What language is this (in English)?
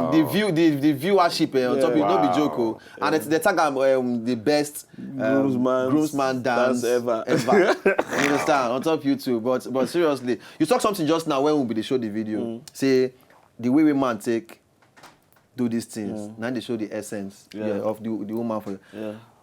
Nigerian Pidgin